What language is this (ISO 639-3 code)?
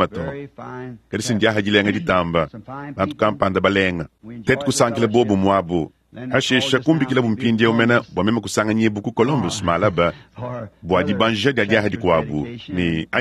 lua